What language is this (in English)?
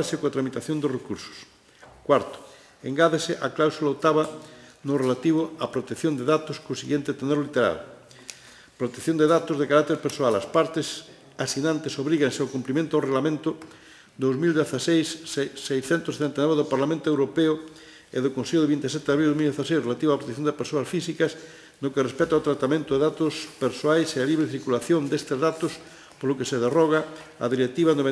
Galician